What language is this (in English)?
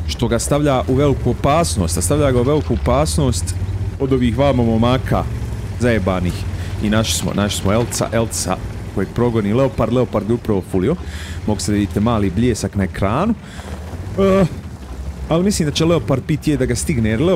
Croatian